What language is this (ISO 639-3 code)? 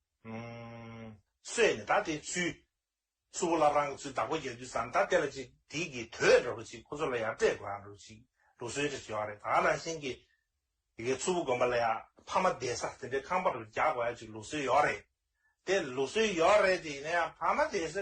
bod